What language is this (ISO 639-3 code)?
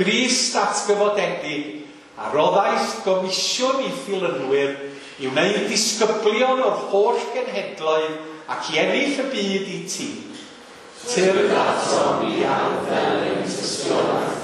cym